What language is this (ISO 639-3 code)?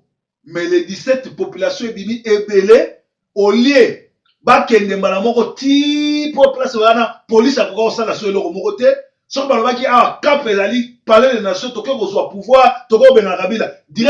lin